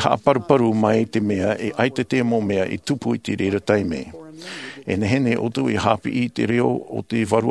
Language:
Tahitian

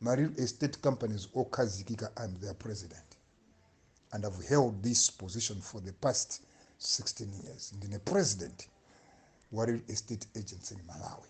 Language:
Nyanja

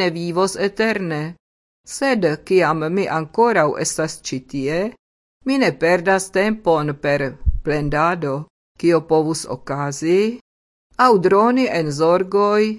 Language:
Esperanto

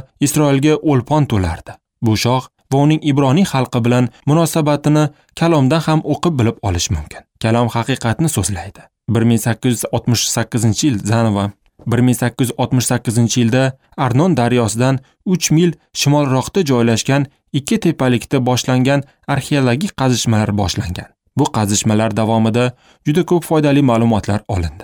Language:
Uzbek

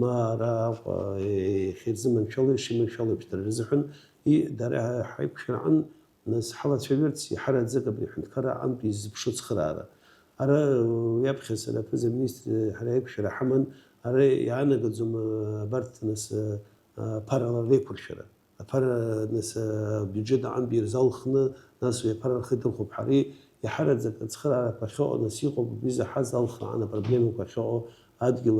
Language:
Abkhazian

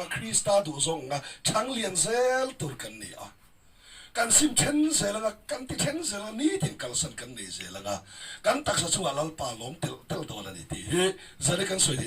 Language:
Mizo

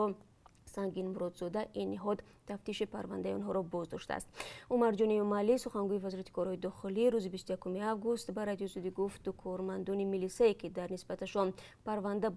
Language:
Tajik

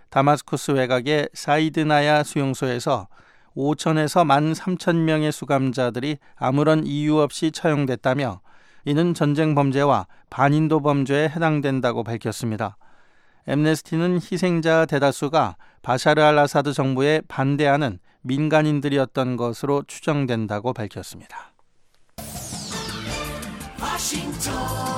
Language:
Korean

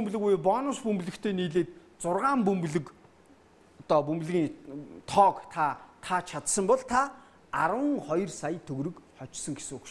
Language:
Mongolian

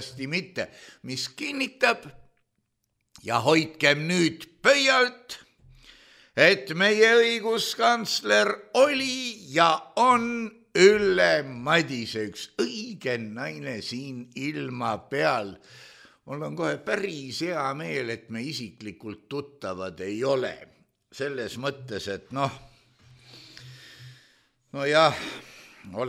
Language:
Estonian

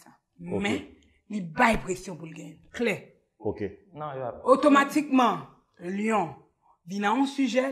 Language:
Haitian Creole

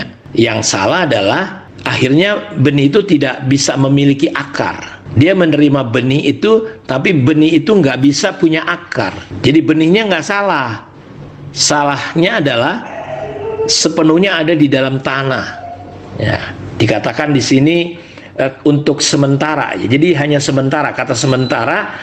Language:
Indonesian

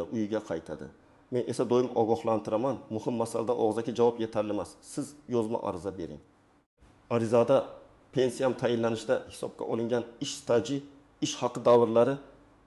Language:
Uzbek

